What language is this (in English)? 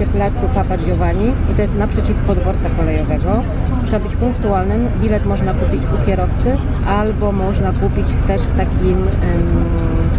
Polish